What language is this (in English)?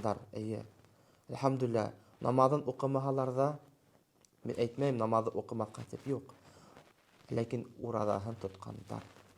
Bashkir